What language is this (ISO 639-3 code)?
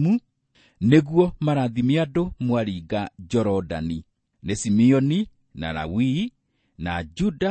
kik